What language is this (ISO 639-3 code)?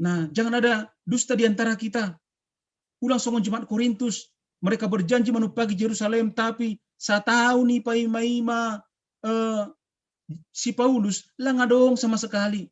bts